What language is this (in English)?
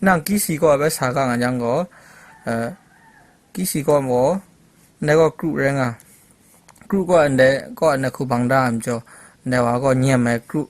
Kachin